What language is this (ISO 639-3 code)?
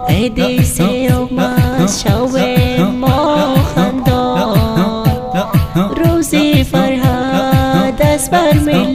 fas